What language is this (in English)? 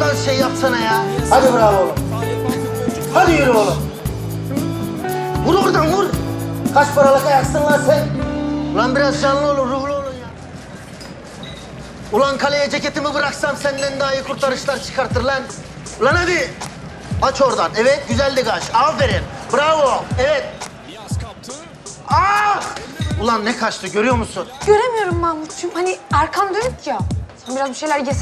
Turkish